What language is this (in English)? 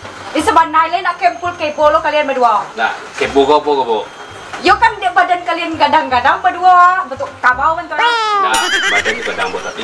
Minangkabau